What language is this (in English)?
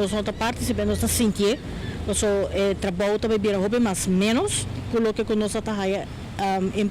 Papiamento